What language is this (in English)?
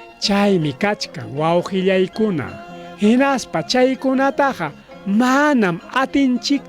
Ayacucho Quechua